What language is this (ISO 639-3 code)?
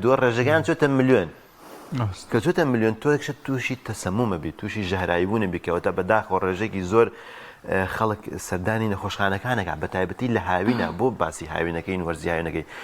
ckb